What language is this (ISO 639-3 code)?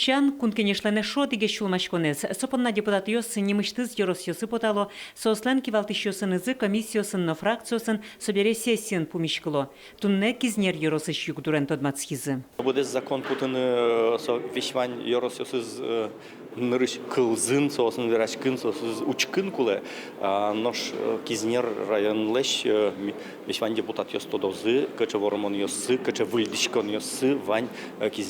udm